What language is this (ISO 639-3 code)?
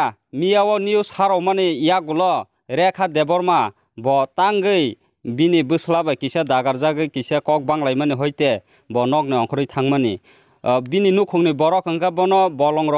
trp